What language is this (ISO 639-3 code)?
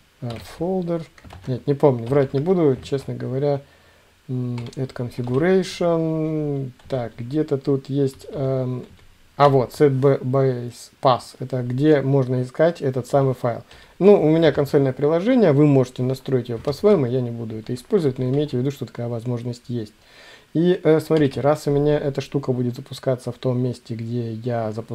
rus